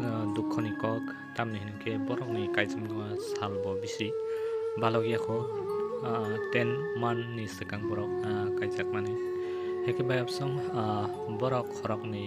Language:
Kok Borok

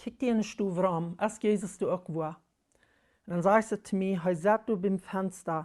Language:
Plautdietsch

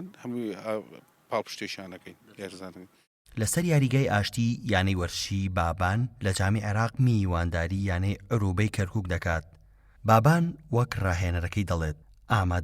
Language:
Central Kurdish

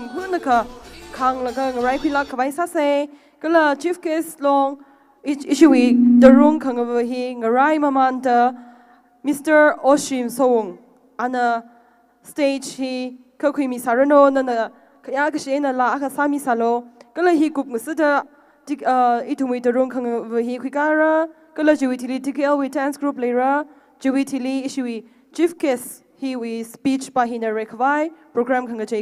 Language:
Tangkhul Naga (India)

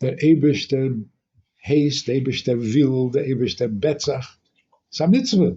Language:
Yiddish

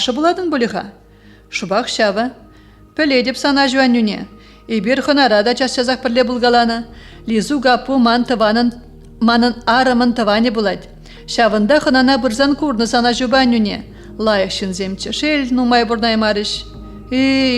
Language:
Chuvash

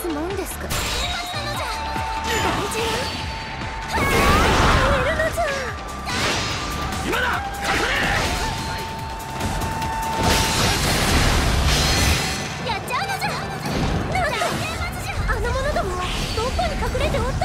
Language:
Japanese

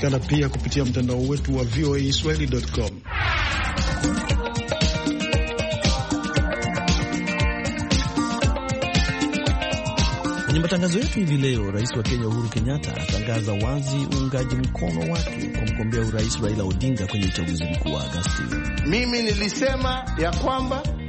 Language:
Swahili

